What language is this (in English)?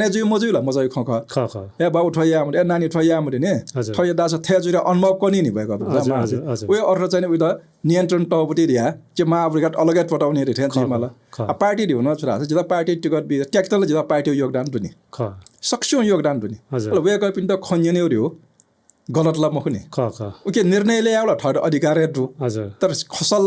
Newari